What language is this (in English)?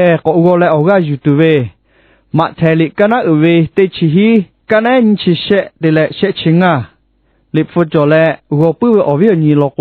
Lahu